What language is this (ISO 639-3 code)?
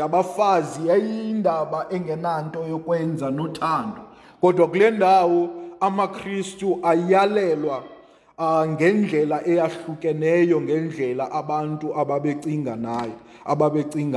xho